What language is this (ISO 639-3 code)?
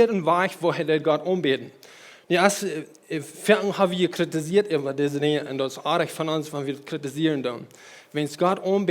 pdt